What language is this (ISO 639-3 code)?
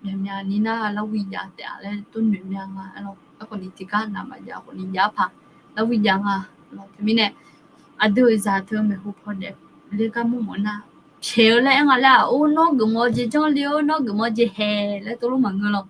ahk